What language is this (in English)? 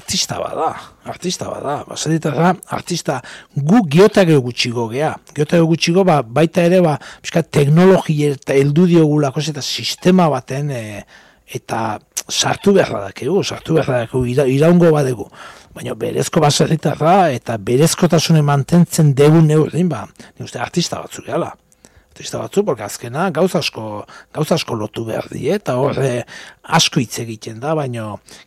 Basque